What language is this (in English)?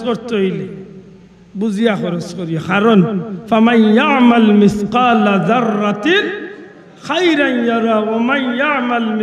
Sylheti